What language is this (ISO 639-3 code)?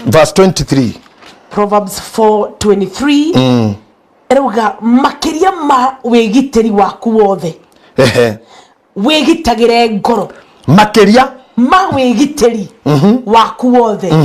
kik